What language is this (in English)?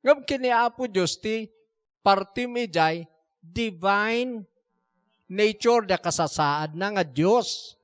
Iloko